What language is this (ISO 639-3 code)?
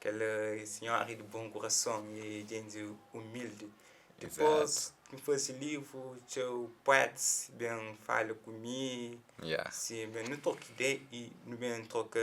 kea